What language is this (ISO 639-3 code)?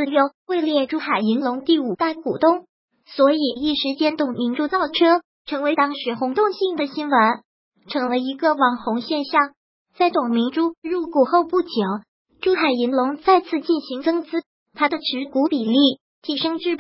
zho